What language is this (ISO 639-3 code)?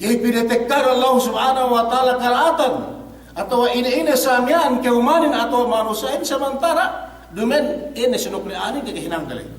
yka